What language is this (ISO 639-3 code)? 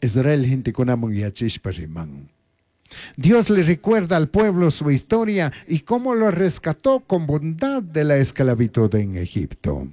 qug